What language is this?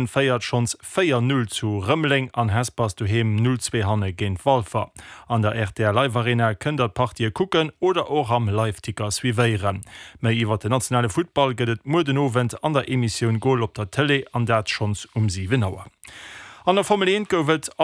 Luxembourgish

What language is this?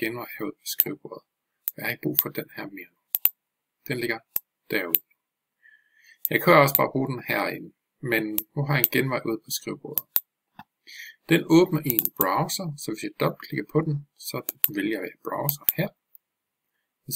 Danish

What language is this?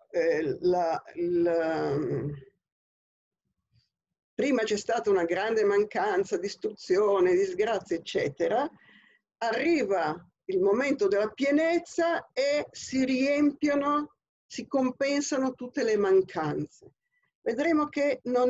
Italian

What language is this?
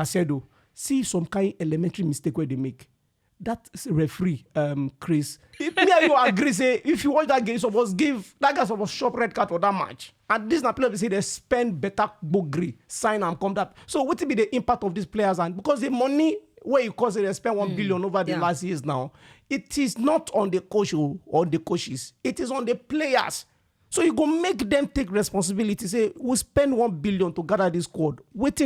Nigerian Pidgin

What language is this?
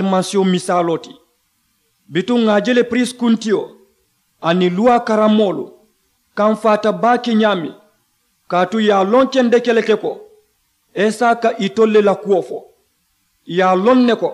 Mandingo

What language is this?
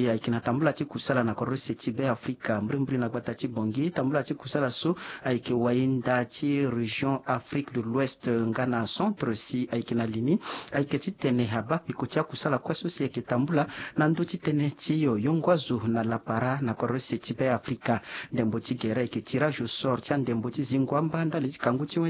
Sango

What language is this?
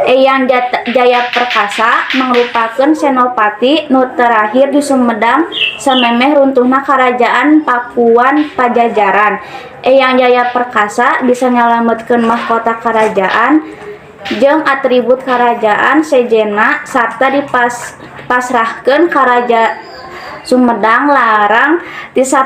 Sundanese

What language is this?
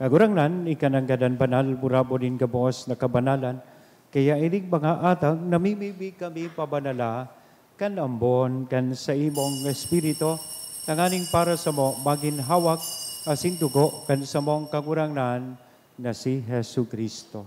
Bikol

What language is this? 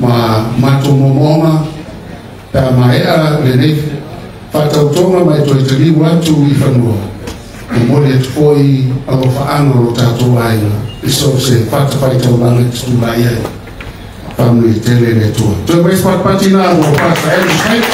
Samoan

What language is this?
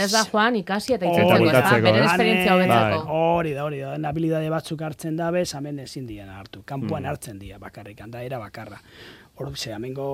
Basque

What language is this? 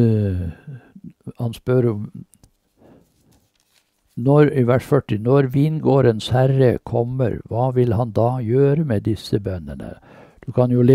Norwegian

